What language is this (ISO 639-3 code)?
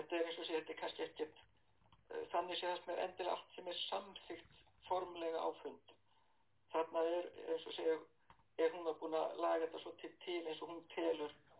isl